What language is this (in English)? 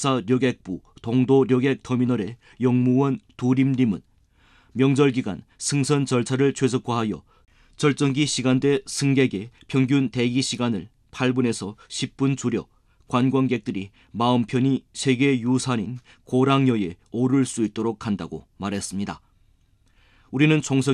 Korean